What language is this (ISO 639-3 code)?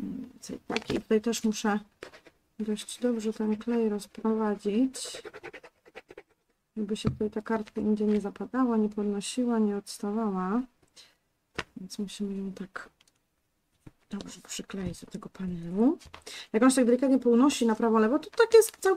pol